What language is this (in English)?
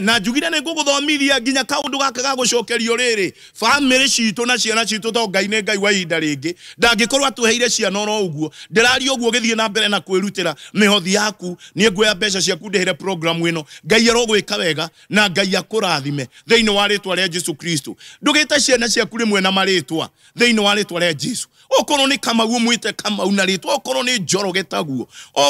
Kikuyu